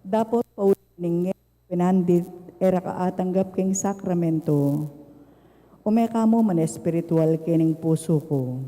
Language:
Pampanga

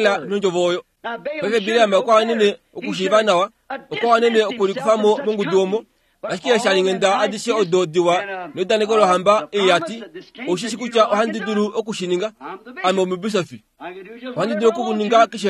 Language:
Kuanyama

